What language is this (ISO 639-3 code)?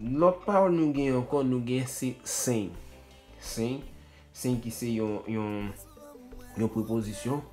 hat